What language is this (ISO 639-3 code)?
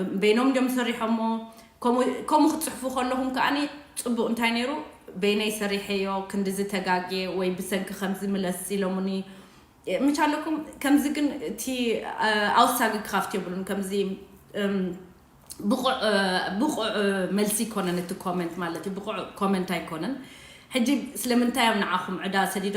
tir